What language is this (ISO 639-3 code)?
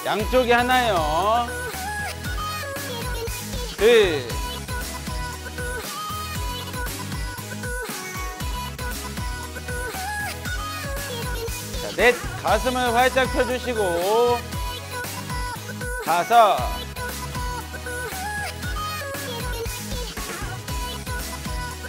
kor